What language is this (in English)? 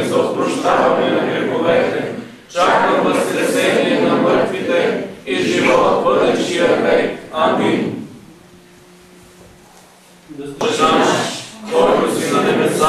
Bulgarian